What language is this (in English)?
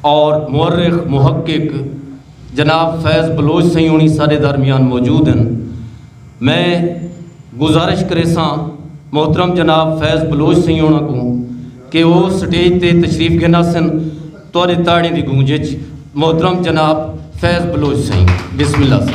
Saraiki